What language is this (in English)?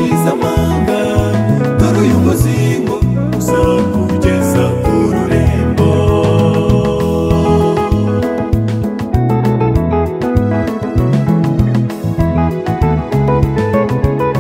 Kinyarwanda